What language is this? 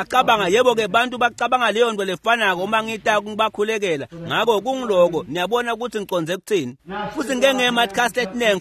Swati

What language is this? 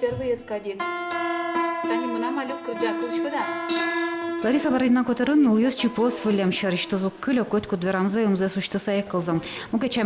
Udmurt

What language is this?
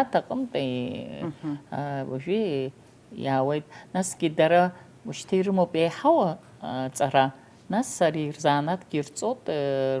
Abkhazian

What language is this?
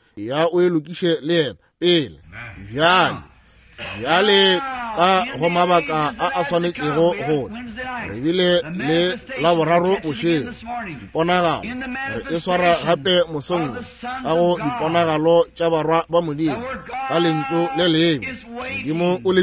Northern Sotho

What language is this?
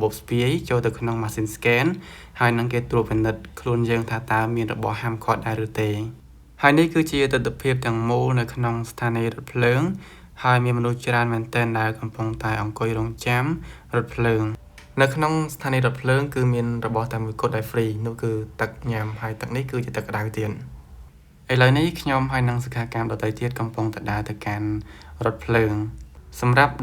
Khmer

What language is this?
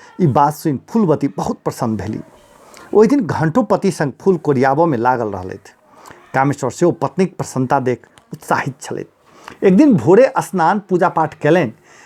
Maithili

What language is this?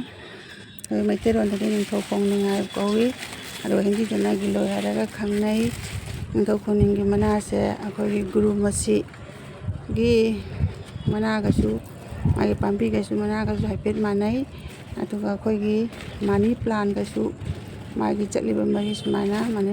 Manipuri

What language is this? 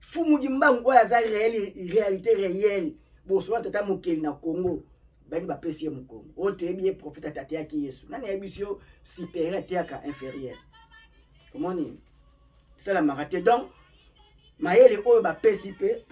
Lingala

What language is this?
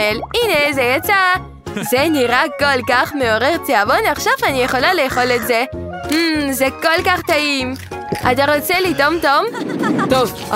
Hebrew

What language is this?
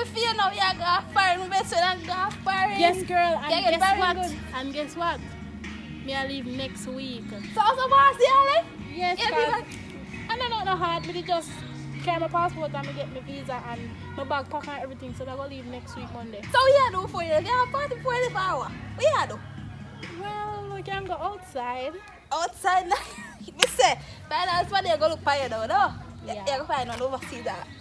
Jamaican Creole English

